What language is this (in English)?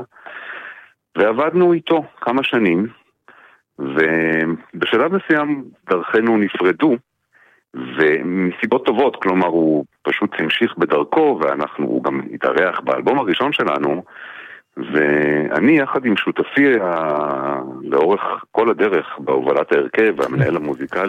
Hebrew